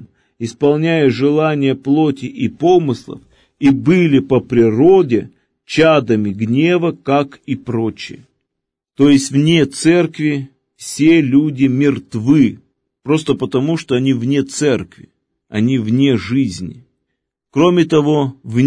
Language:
Russian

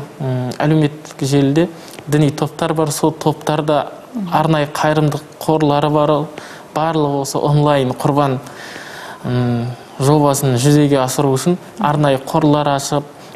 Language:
Kazakh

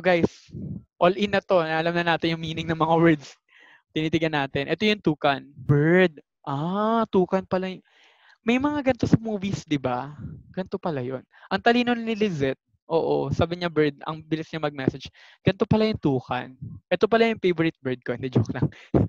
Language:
Filipino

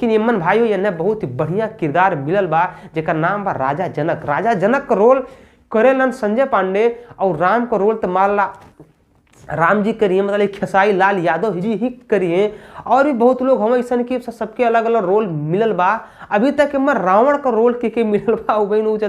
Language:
Bhojpuri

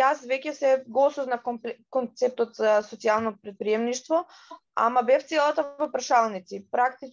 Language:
Macedonian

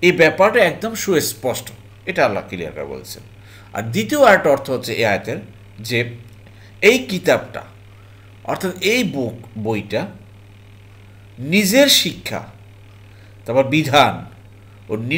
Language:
Bangla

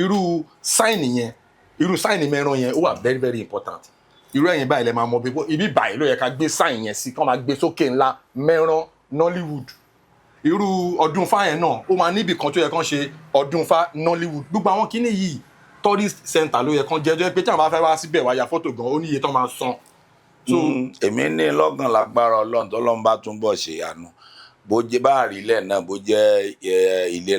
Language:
Yoruba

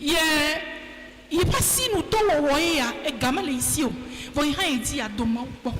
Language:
Ewe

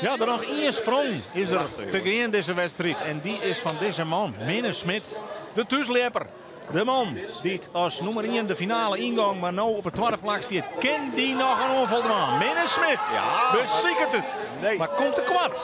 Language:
Western Frisian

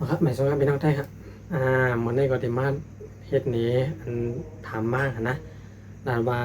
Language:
Shan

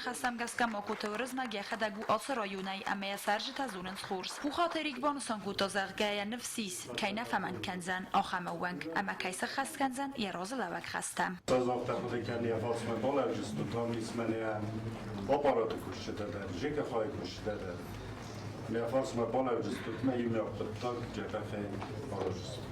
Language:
Ossetic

